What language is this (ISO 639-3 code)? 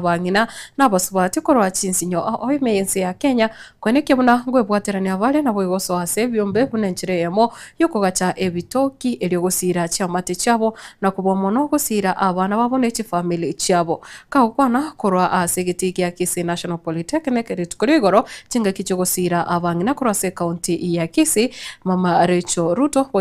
guz